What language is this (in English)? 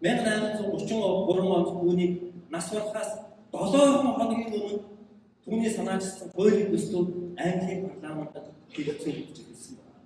Mongolian